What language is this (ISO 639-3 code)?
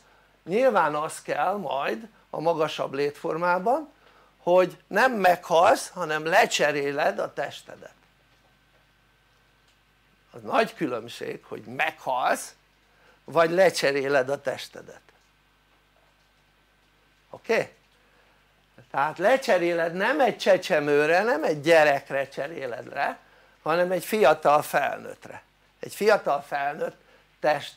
hun